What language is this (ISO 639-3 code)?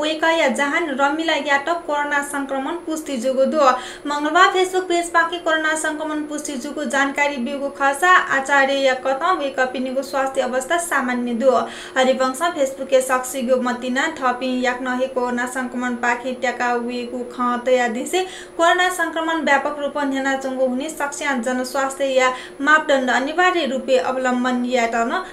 new